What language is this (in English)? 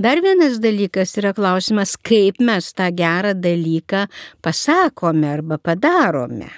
Lithuanian